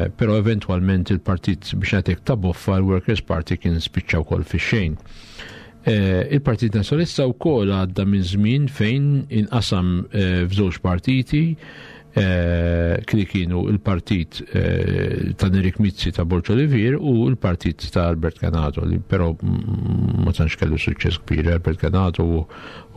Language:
Maltese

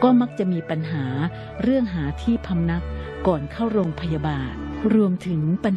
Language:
Thai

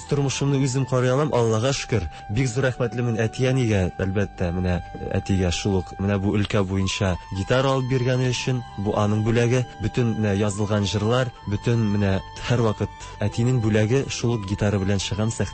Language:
Tatar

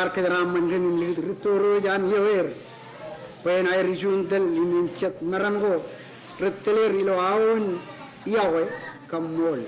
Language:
Marshallese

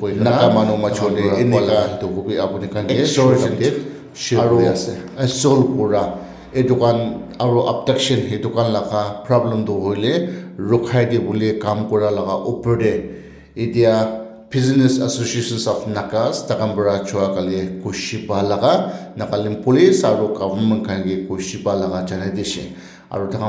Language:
Naga Pidgin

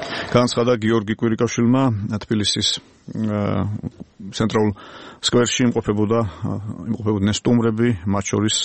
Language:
Georgian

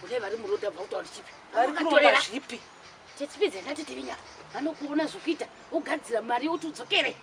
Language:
Shona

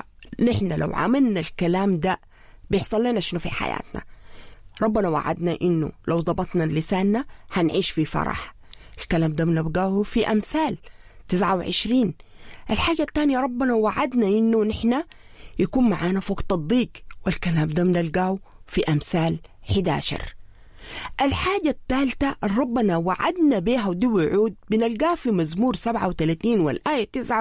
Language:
Sudanese Arabic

